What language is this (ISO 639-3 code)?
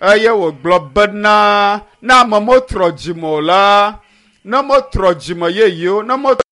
ewe